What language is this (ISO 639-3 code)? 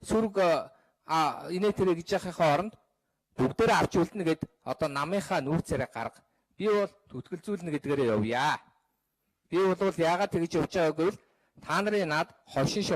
mon